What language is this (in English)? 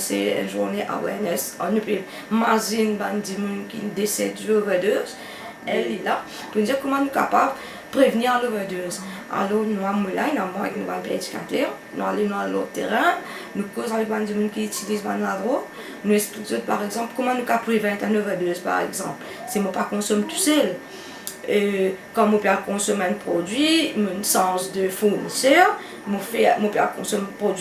Morisyen